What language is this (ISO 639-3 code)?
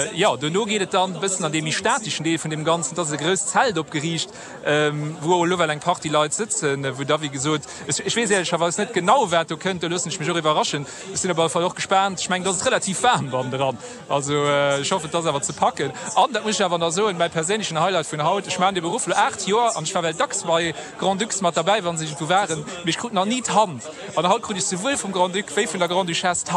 ltz